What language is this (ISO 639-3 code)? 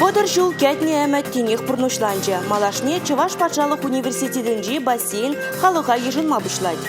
chv